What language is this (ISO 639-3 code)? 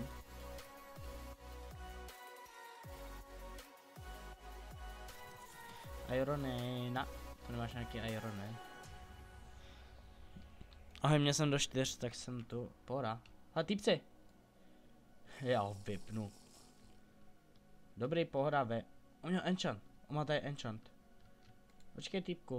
ces